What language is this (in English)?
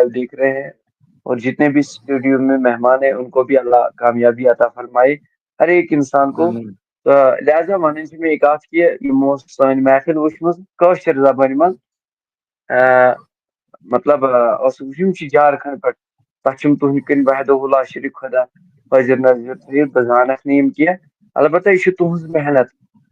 Kashmiri